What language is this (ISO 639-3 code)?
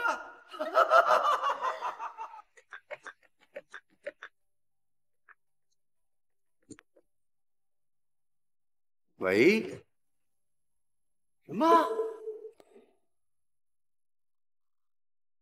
zho